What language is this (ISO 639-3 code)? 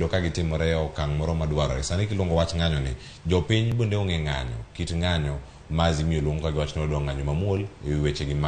luo